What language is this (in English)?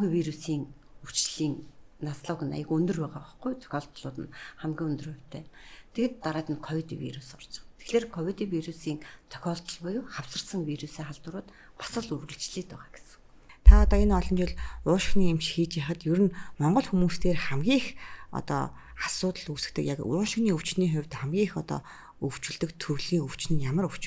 Mongolian